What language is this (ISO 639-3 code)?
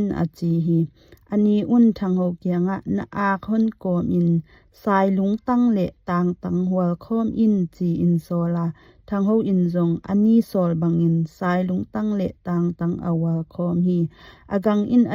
ctd